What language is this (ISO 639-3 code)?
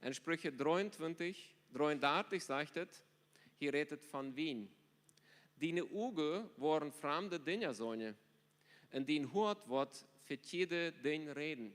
pdt